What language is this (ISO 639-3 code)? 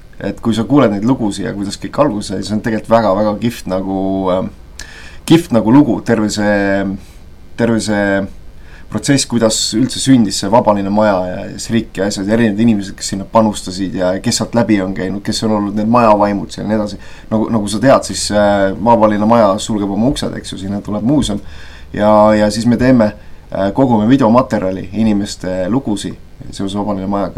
est